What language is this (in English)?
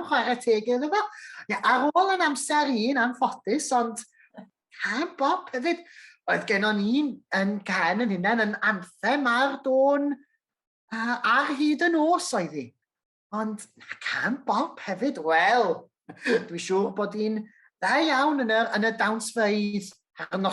Welsh